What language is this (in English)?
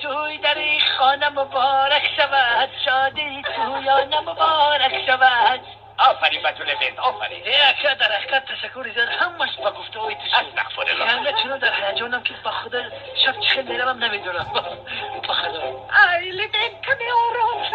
Tajik